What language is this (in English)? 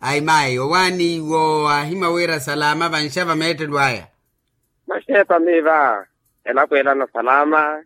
Makhuwa